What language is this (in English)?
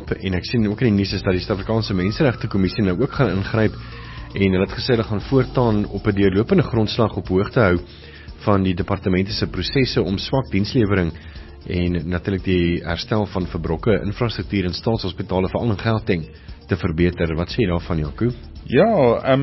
Afrikaans